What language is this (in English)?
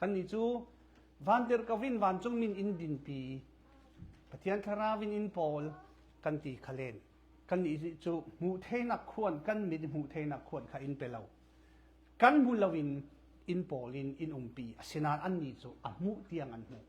Falam Chin